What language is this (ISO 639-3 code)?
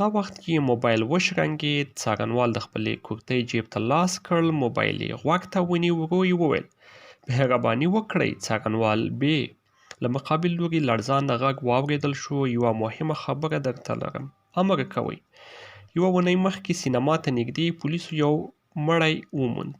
pus